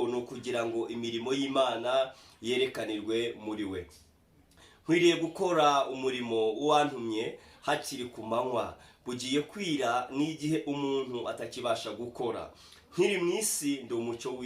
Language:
Kinyarwanda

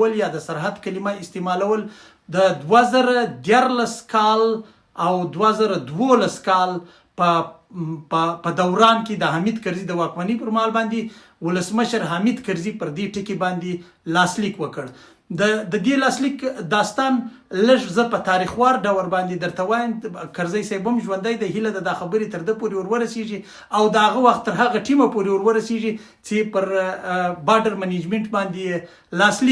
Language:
Pashto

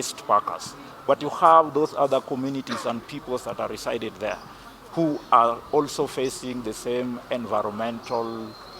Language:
Kikuyu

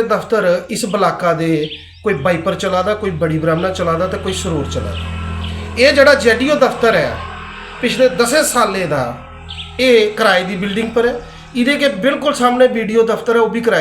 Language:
Dogri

